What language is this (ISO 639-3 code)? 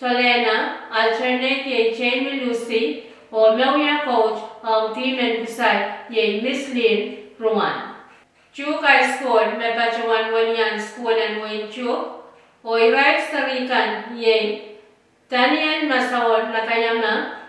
pon